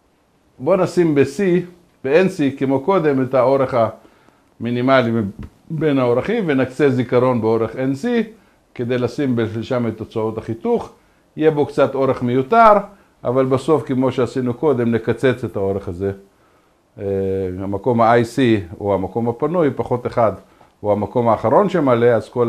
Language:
Hebrew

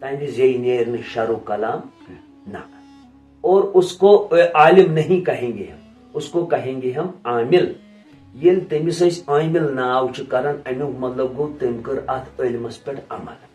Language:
Kashmiri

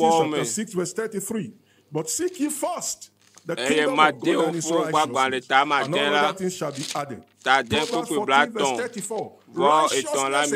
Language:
Ewe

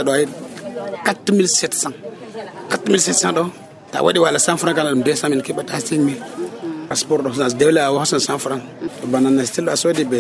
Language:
Nigerian Fulfulde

